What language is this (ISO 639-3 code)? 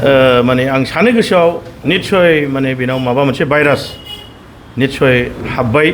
brx